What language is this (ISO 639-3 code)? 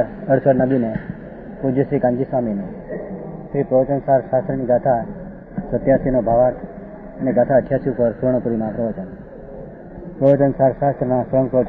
guj